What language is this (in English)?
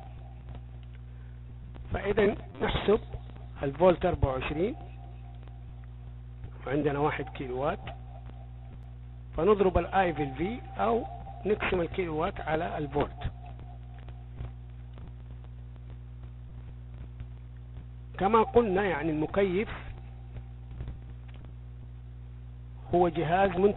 Arabic